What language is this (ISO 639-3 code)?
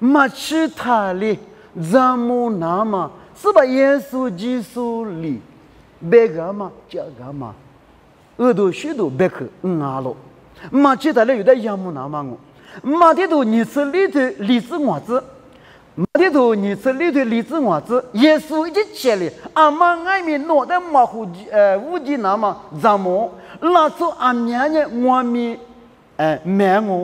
lis